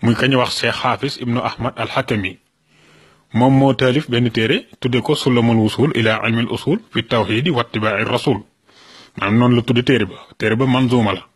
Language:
Wolof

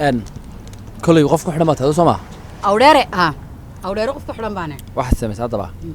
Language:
Somali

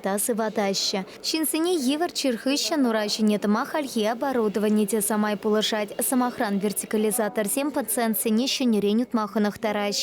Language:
Chuvash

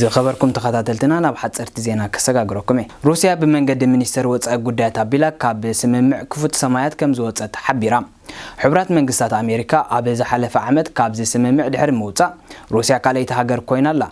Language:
Tigrinya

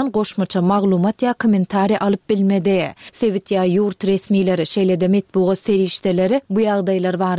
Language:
Turkmen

